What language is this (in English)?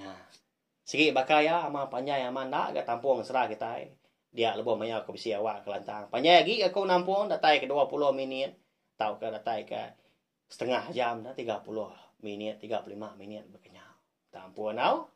Iban